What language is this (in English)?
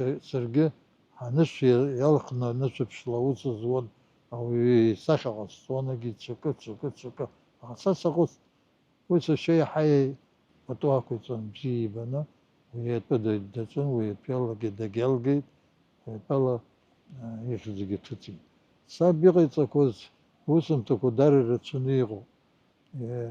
Abkhazian